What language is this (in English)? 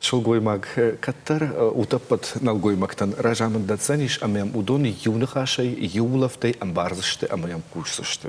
Ossetic